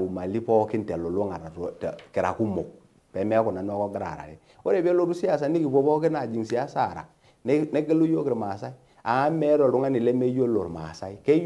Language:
Masai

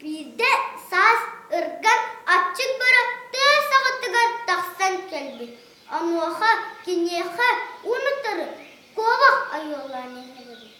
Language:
Yakut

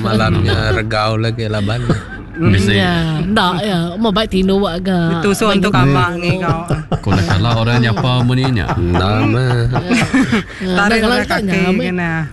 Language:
Iban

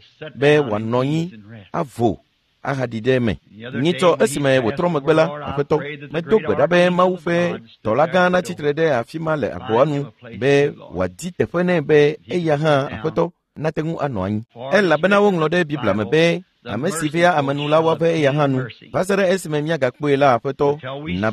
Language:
Ewe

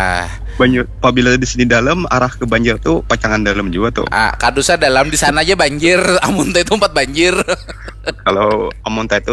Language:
Banjar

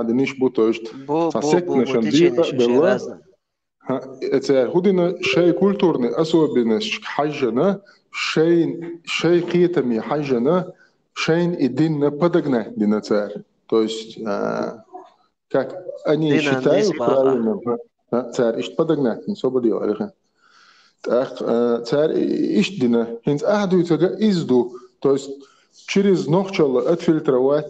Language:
Chechen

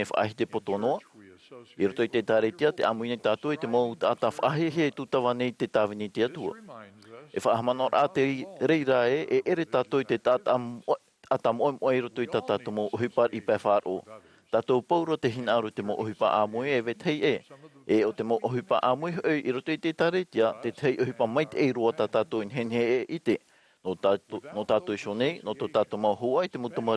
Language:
Tahitian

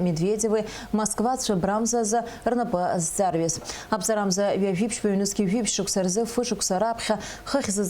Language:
Abkhazian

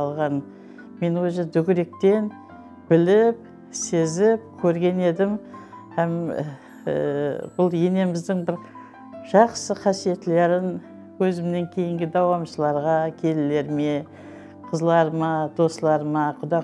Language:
Kara-Kalpak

